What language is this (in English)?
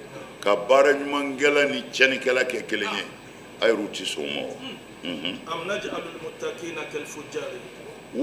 Bambara